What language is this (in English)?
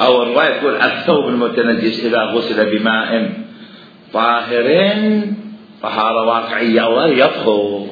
Mesopotamian Arabic